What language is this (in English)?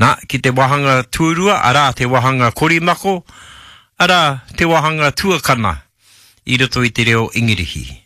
Māori